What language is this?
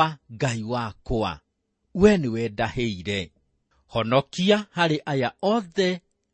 Kikuyu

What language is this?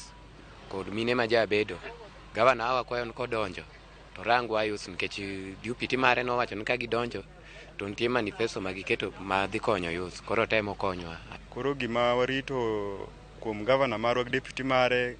Luo (Kenya and Tanzania)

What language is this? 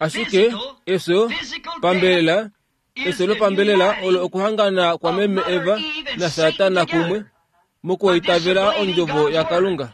Kuanyama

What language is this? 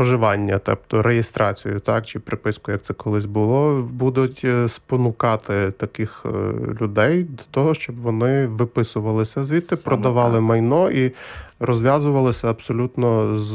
Ukrainian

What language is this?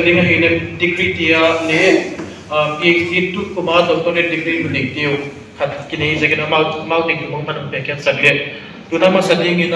Paite Chin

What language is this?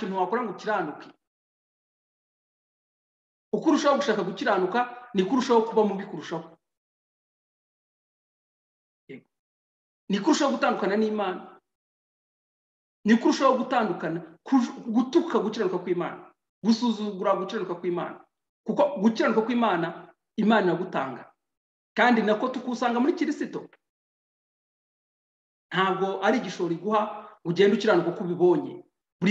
Kinyarwanda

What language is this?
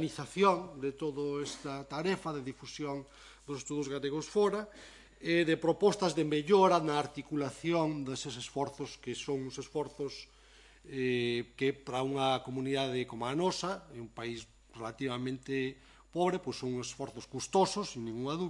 Galician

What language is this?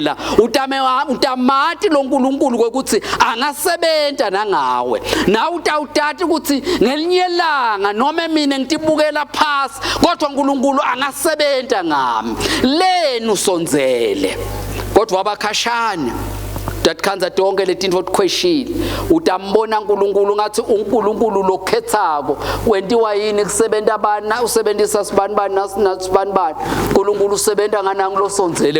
Swati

